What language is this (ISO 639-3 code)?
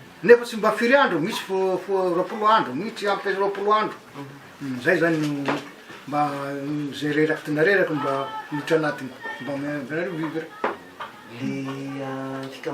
mlg